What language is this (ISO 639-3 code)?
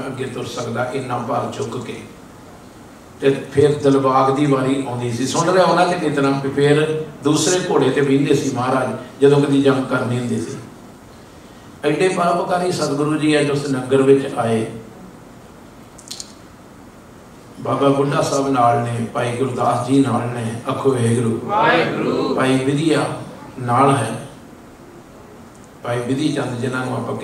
pan